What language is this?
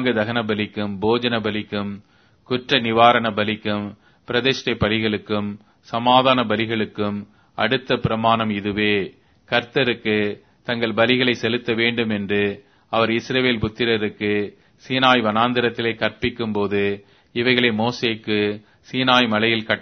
Tamil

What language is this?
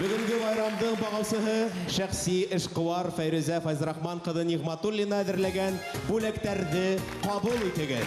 Bashkir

